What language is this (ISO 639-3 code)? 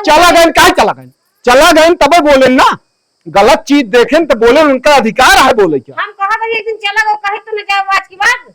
awa